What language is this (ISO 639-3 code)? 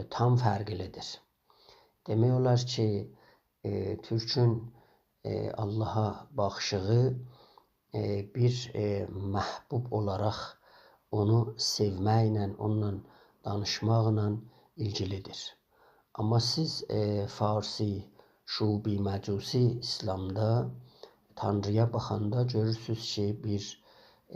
azb